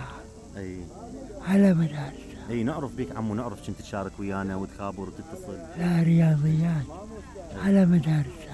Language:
Mesopotamian Arabic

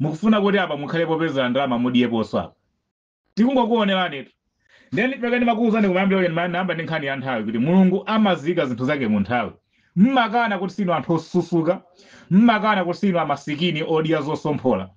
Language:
Nyanja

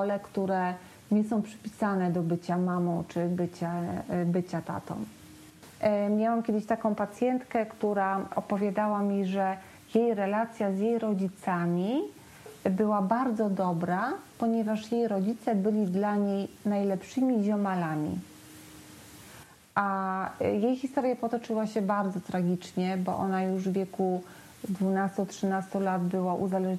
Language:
Polish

